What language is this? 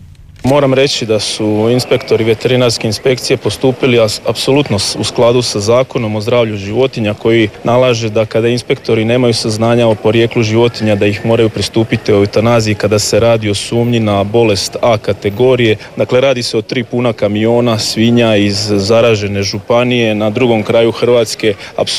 Croatian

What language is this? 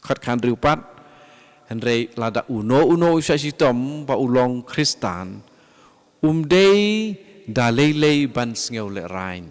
Khasi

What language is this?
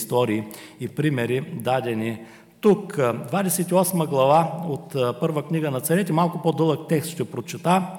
Bulgarian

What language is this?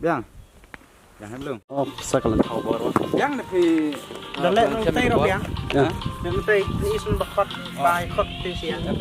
Khasi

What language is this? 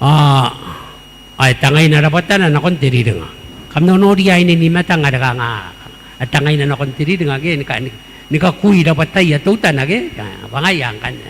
Gilbertese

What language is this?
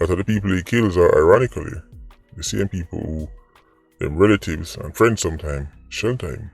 Jamaican Creole English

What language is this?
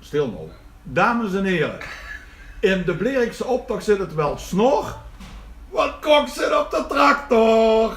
Limburgish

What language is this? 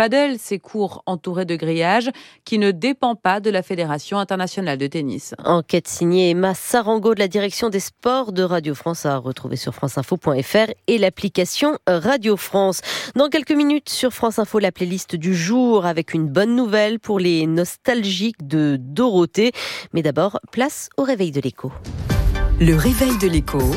French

